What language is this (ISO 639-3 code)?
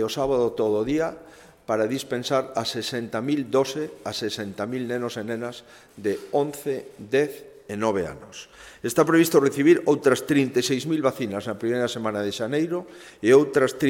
glg